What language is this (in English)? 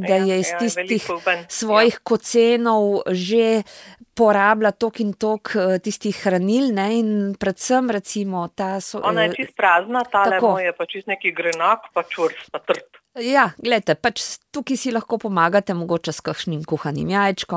Slovenian